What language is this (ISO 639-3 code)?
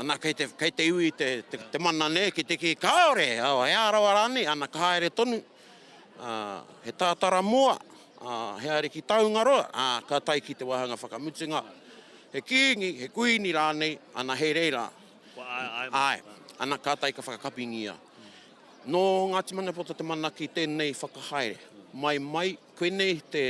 mri